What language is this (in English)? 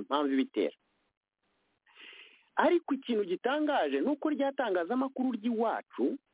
Kinyarwanda